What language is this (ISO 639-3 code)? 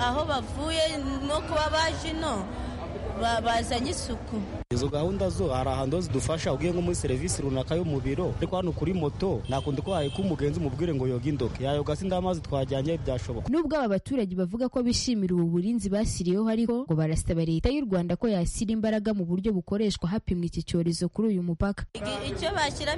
kin